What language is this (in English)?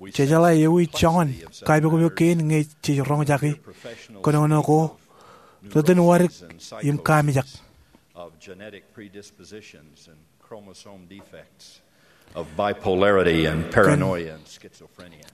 Marshallese